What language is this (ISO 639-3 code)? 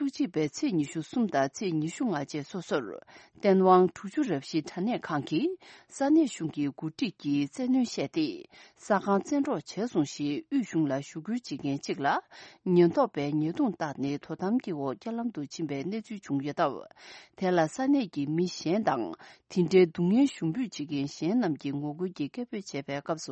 bod